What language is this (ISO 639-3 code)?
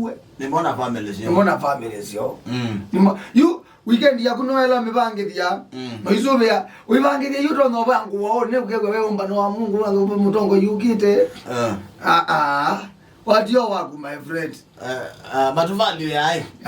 kam